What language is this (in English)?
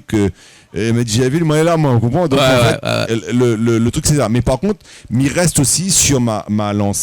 Réunion Creole French